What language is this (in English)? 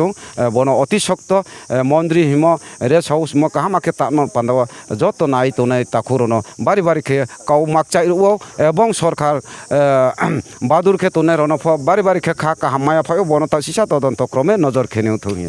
Riang (India)